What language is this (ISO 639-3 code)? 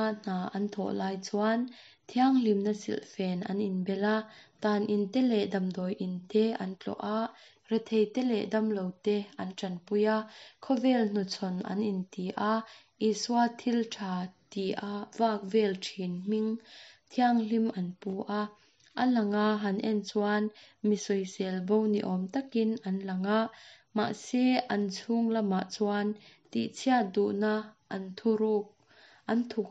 lus